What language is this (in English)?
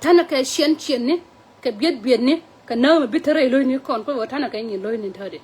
Nuer